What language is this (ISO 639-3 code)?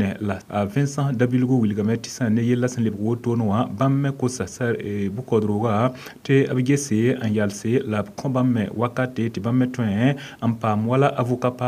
mos